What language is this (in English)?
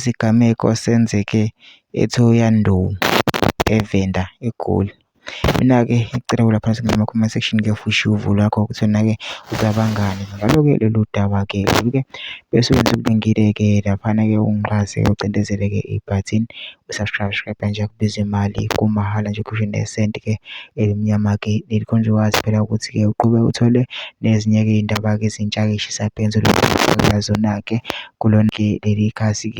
Zulu